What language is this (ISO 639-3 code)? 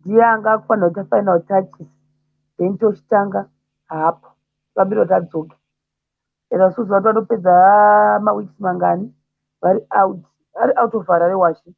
sna